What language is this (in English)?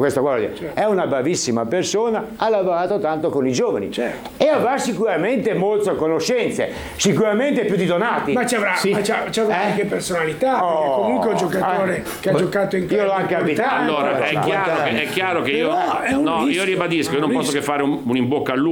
Italian